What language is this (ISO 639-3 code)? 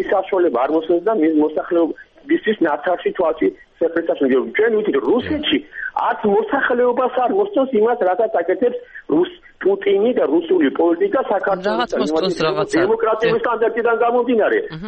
kat